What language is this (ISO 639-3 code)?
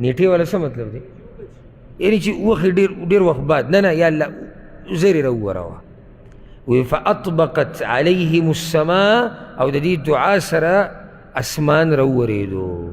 pus